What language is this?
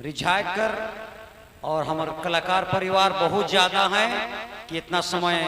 Sadri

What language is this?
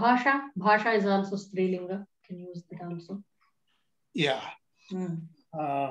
Sanskrit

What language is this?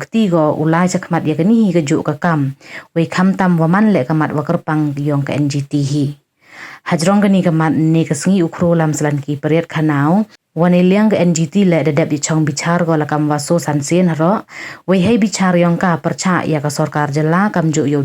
Pnar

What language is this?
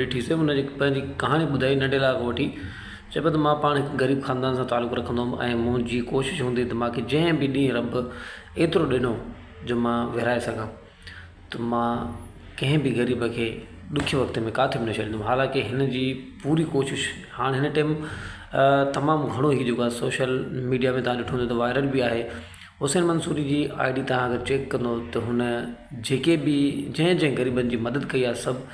Sindhi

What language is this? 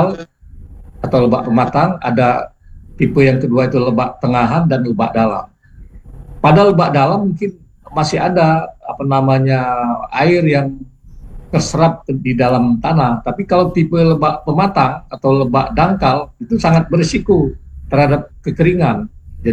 Indonesian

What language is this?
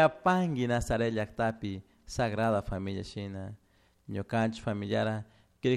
Chimborazo Highland Quichua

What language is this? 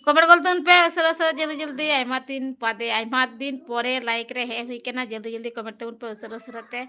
Santali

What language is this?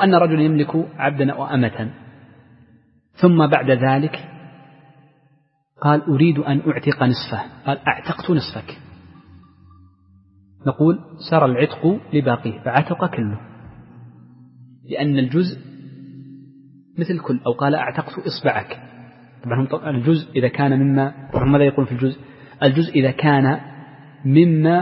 Arabic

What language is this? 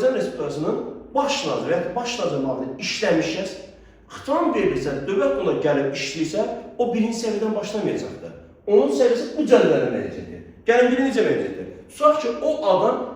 Azerbaijani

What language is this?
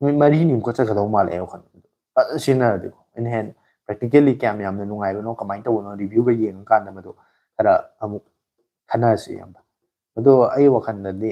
Manipuri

